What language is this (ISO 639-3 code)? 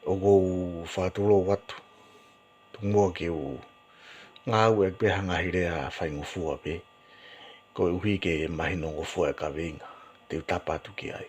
ton